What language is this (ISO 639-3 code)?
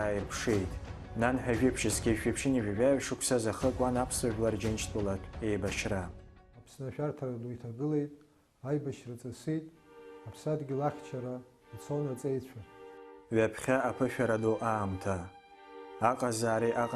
abk